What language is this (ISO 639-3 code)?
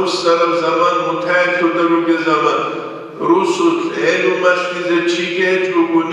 ava